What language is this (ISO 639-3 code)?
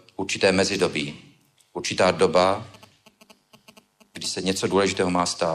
ces